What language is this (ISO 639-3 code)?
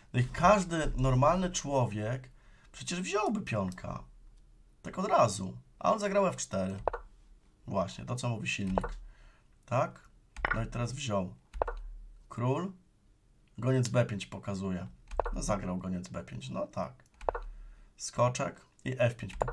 pol